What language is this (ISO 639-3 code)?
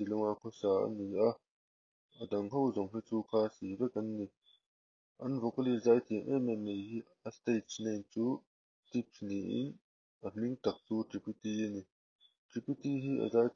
lus